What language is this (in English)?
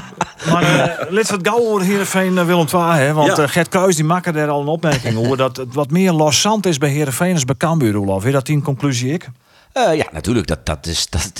Western Frisian